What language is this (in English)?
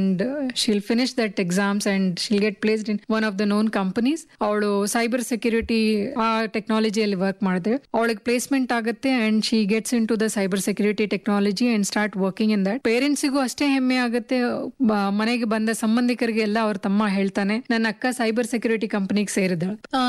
Kannada